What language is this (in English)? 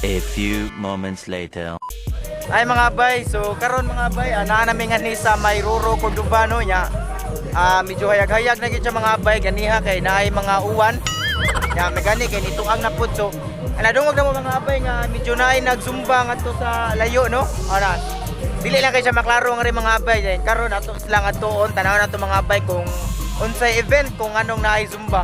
Cebuano